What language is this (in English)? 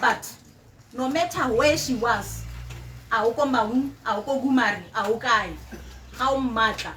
Tswana